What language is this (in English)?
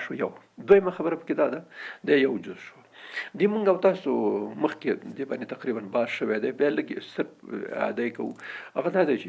Pashto